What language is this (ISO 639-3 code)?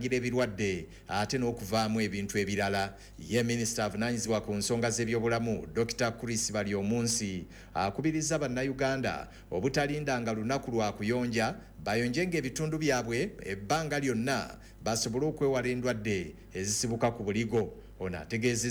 lug